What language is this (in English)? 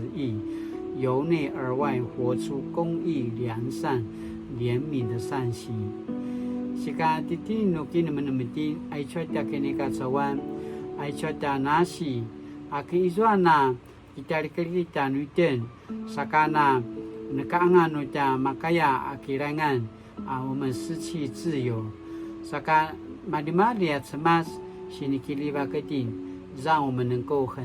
Paiwan